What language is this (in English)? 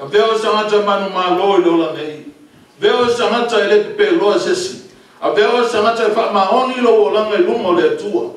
Samoan